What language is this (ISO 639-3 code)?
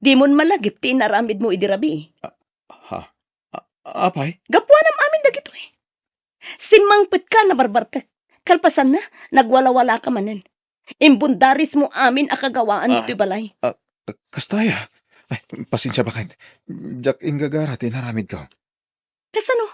ilo